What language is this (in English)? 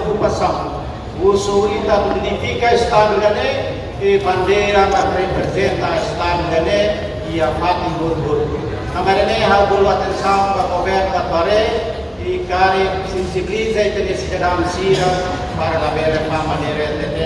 Tetum